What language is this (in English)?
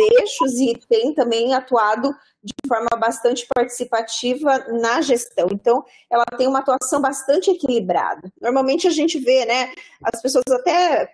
Portuguese